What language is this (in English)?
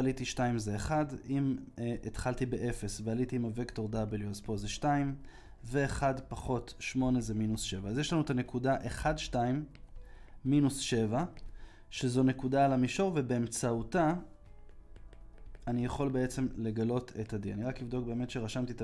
Hebrew